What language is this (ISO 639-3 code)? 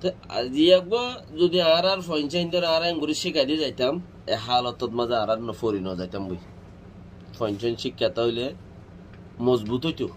rhg